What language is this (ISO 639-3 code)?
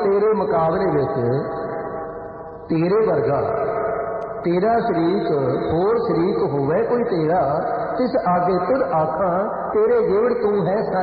pan